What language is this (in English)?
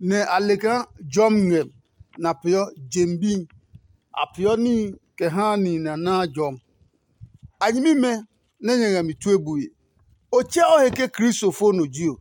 Adangme